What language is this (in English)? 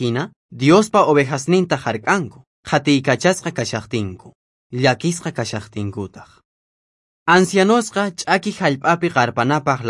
Quechua